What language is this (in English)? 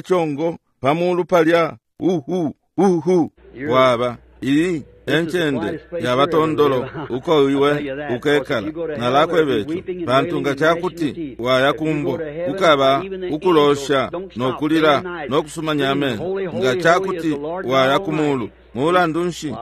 Bemba